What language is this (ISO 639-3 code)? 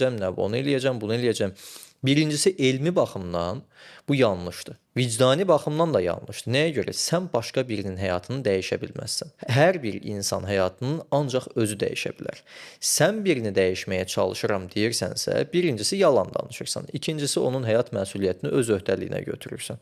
aze